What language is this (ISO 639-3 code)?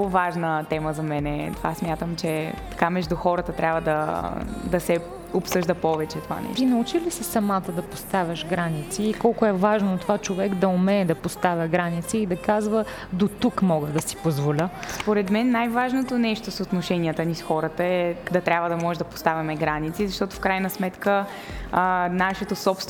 bul